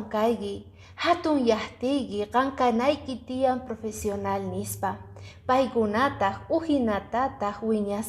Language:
Quechua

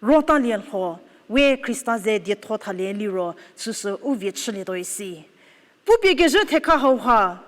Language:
Angami Naga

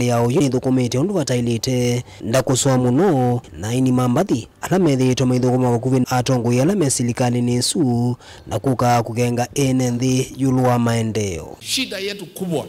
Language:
Kamba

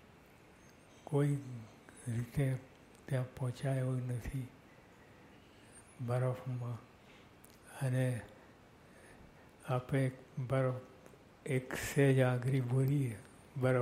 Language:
Gujarati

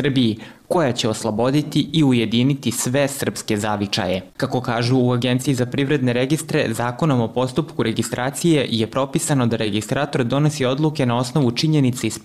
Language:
Serbian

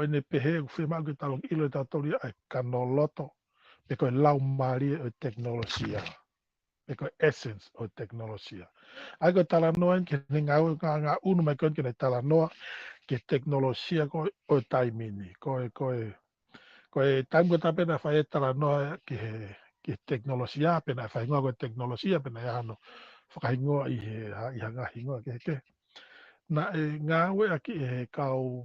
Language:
Tongan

